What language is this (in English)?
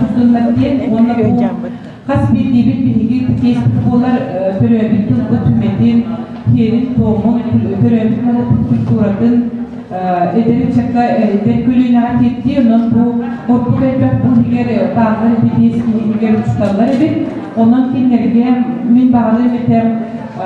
Yakut